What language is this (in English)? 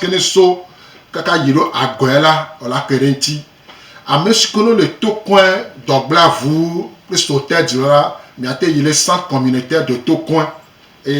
Gen